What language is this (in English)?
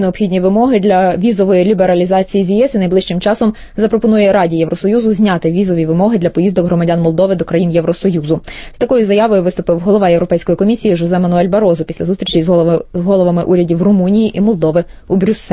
Ukrainian